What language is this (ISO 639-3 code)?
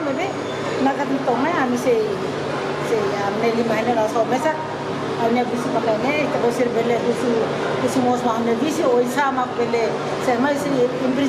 tet